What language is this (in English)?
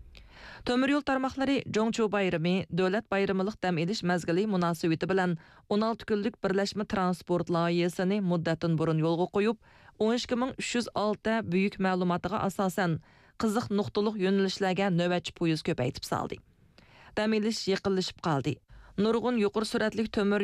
Uyghur